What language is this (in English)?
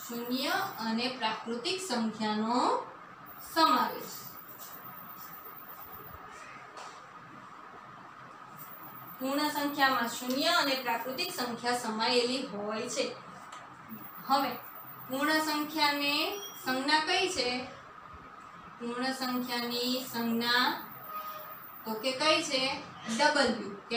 Gujarati